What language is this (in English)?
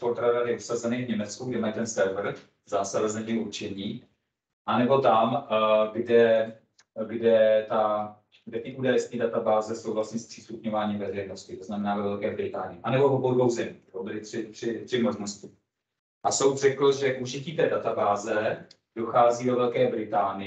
Czech